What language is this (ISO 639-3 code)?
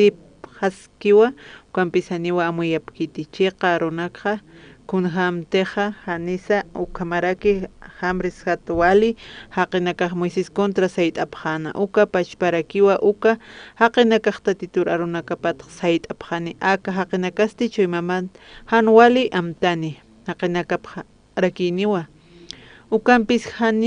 aym